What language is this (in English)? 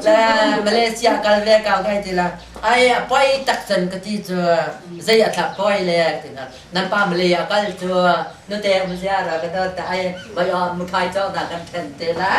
Hakha Chin